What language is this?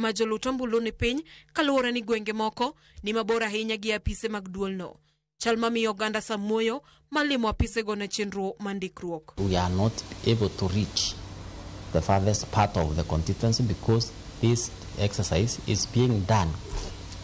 Luo (Kenya and Tanzania)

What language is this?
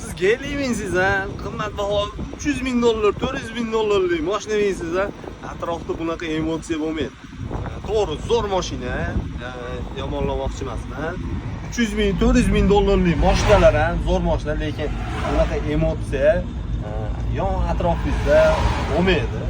Uzbek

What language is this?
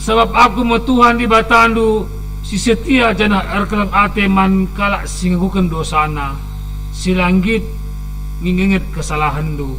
Batak Karo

